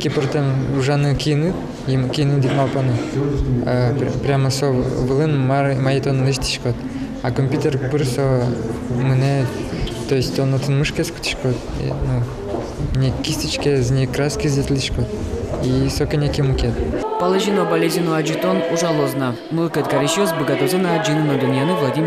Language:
Udmurt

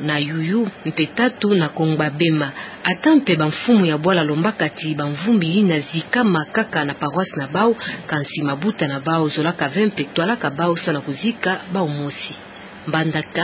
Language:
Kituba (Democratic Republic of Congo)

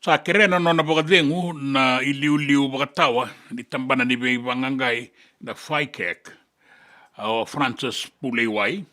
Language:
Fijian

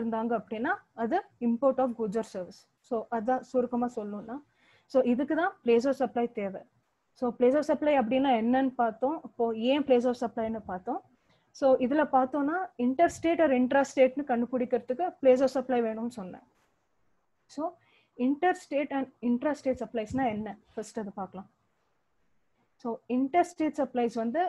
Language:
Tamil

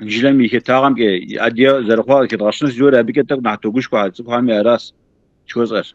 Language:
Kabardian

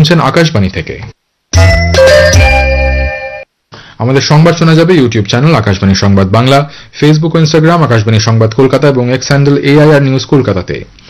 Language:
Bangla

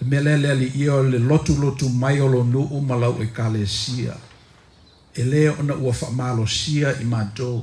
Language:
Samoan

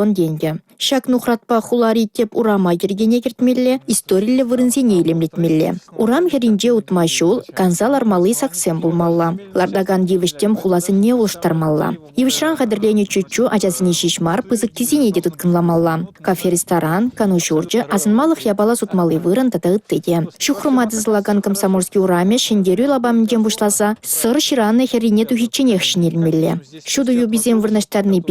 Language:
Chuvash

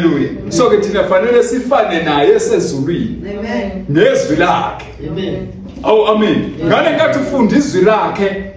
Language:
Zulu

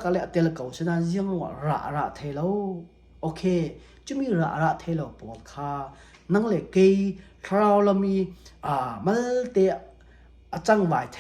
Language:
Falam Chin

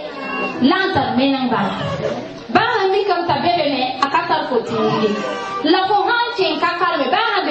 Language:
Mossi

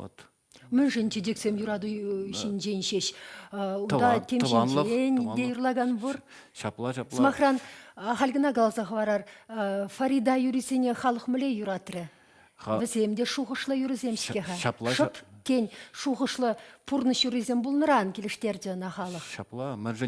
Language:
Chuvash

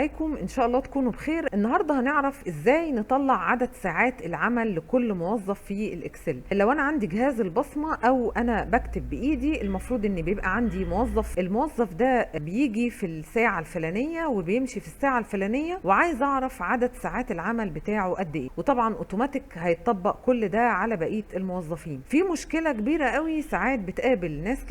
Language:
Egyptian Arabic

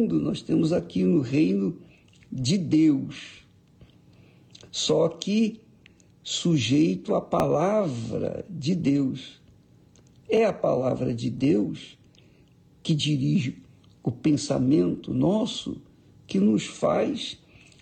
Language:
Portuguese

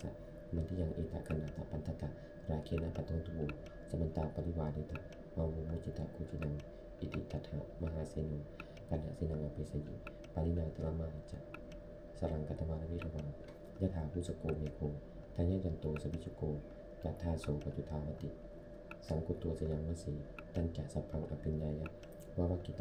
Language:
Pali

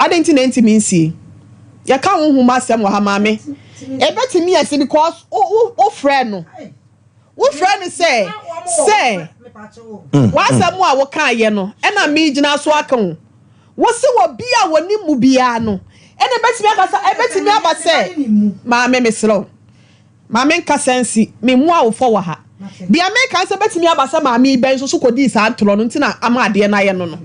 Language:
Akan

